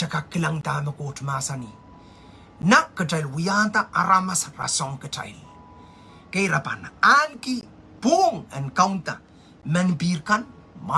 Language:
Pohnpeian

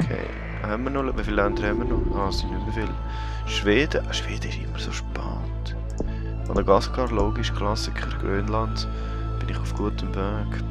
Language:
Swiss German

